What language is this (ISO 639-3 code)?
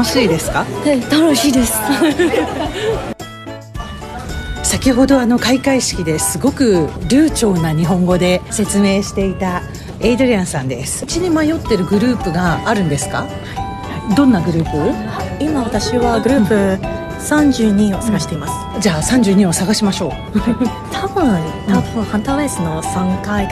jpn